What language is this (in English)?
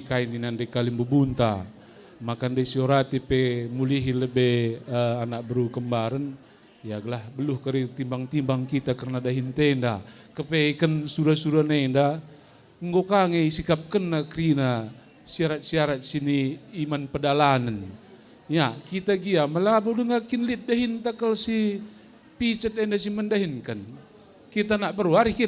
Batak Karo